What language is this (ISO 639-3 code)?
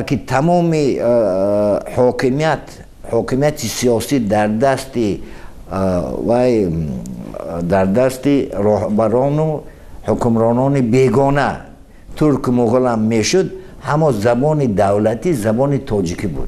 tgk